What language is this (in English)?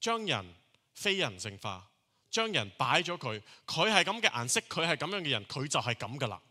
Cantonese